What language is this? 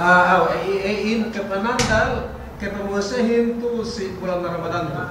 Yakan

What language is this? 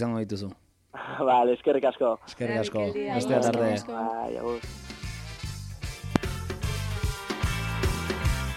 Basque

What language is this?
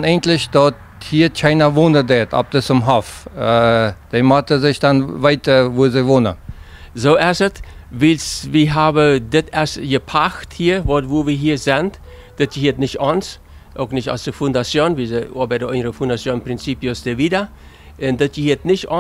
Plautdietsch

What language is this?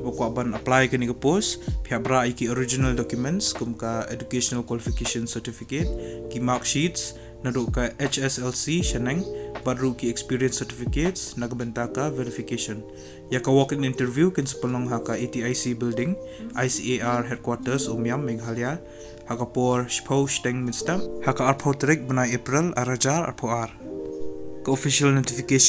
Khasi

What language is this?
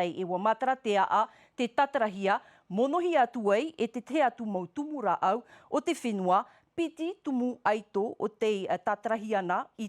Tahitian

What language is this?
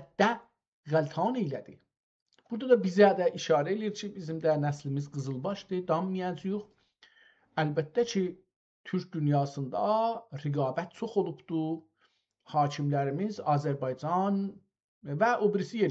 South Azerbaijani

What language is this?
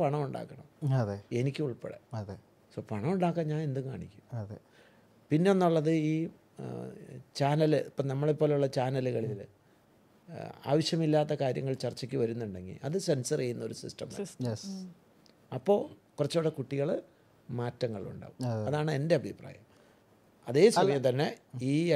Malayalam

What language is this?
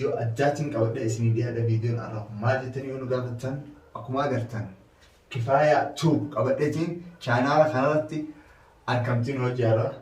Oromo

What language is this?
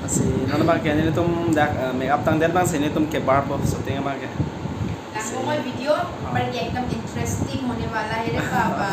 Karbi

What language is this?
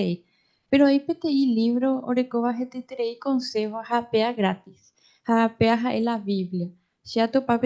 Guarani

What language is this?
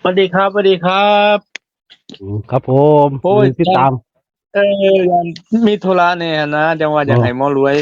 Northeastern Thai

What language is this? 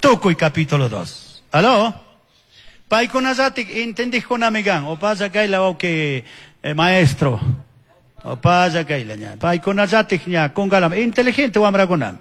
Chimborazo Highland Quichua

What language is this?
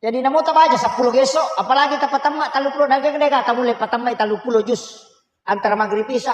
Buginese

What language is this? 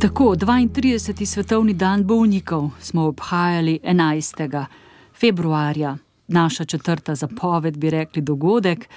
Slovenian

